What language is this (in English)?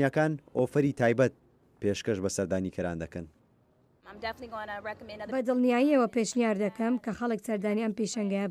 Central Kurdish